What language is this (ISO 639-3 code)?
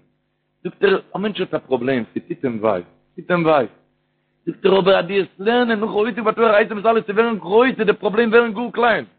yid